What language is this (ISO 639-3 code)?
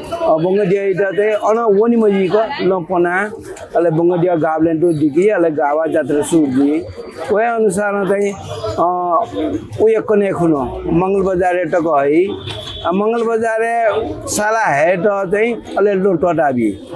new